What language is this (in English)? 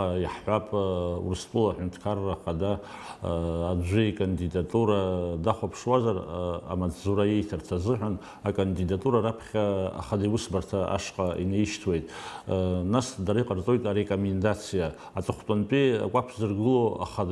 Abkhazian